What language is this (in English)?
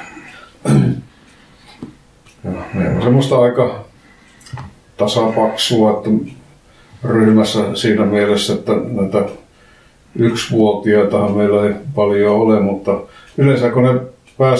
Finnish